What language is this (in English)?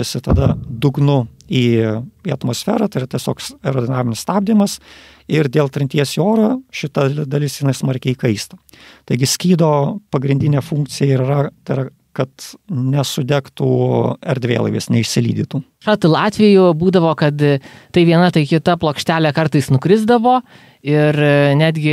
Lithuanian